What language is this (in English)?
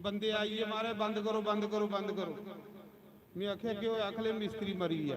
Dogri